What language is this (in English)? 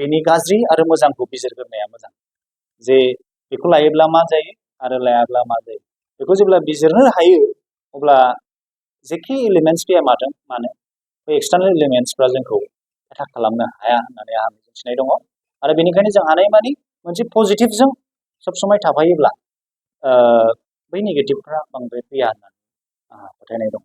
Bodo